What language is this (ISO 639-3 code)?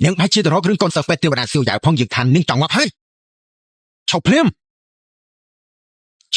khm